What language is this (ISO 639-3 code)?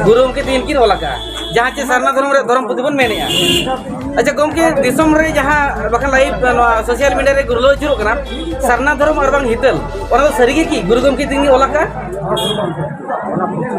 sat